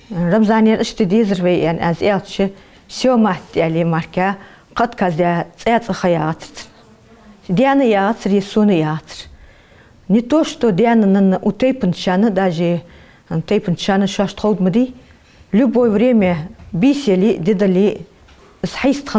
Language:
Ingush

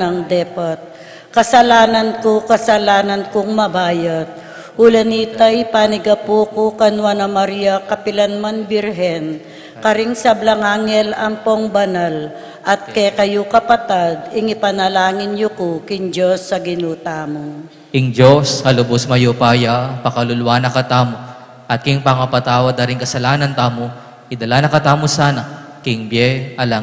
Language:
Pampanga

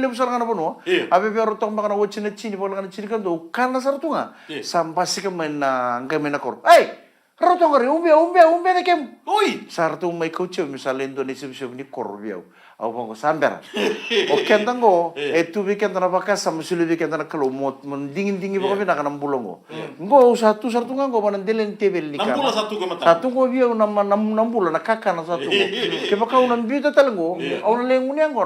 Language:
Fijian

